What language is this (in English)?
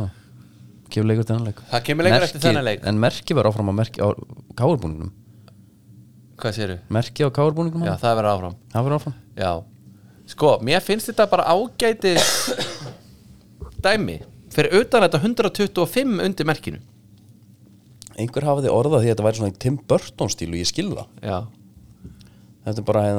Icelandic